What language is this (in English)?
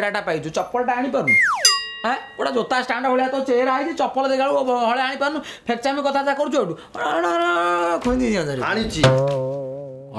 Odia